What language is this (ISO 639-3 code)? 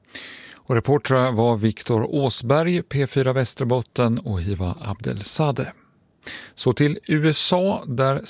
swe